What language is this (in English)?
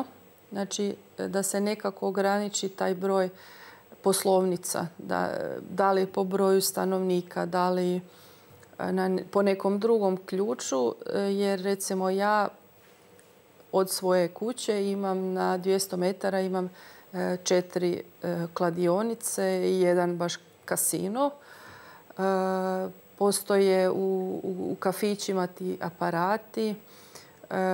Croatian